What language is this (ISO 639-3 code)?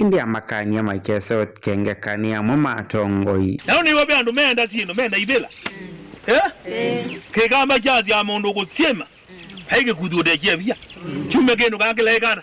kam